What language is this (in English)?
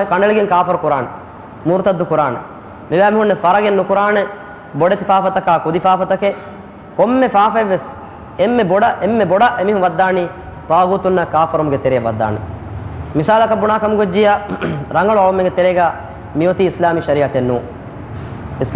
Divehi